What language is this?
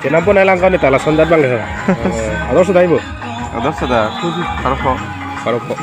Karbi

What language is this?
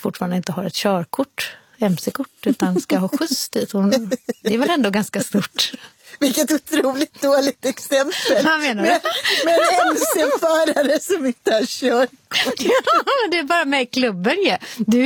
Swedish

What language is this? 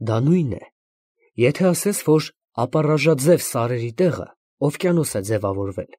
Armenian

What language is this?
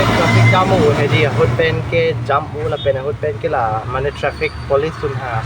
Karbi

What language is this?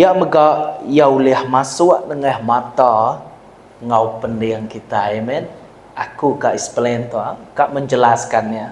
Iban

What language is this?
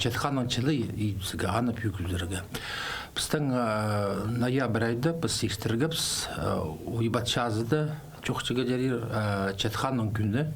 Khakas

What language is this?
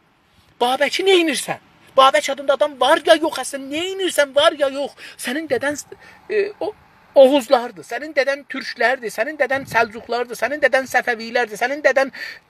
South Azerbaijani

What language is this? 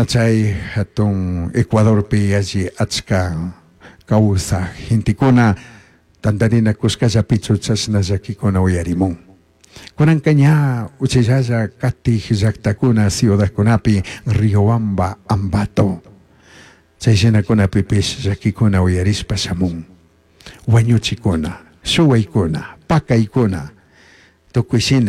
Chimborazo Highland Quichua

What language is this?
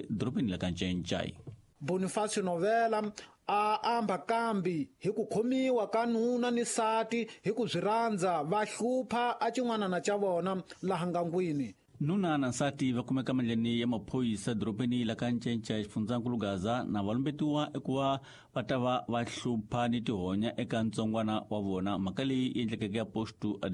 Tsonga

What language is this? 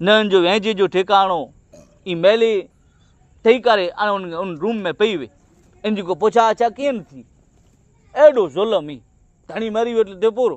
Kachhi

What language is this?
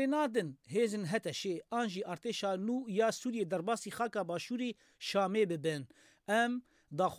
Kurdish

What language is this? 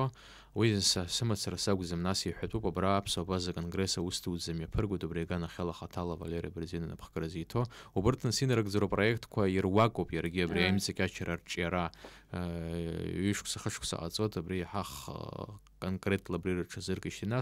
Abkhazian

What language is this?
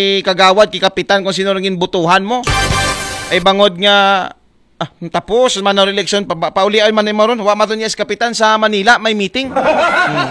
Aklanon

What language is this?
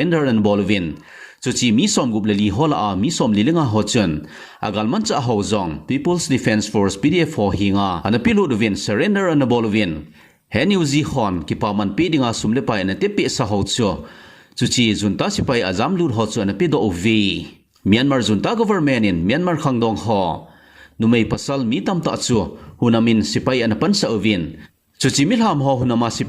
Thado Chin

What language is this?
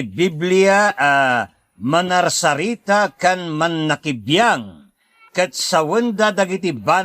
Iloko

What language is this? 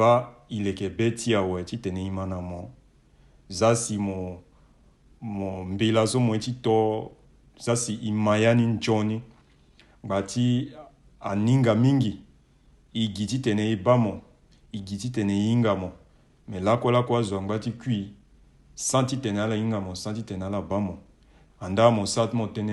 Sango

